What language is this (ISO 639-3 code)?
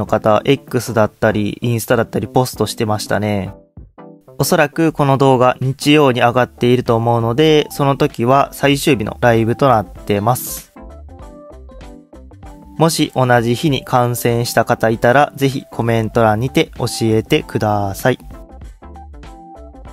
jpn